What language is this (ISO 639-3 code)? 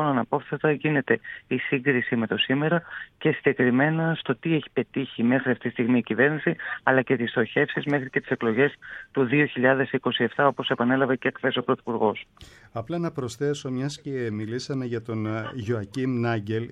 ell